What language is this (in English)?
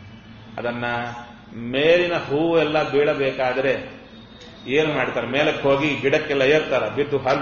Kannada